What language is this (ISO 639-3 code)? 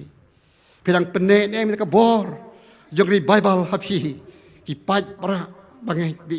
kha